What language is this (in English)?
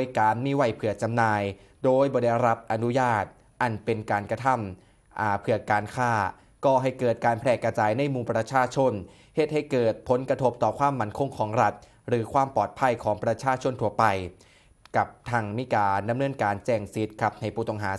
Northeastern Thai